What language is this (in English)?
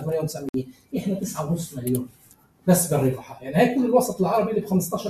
North Levantine Arabic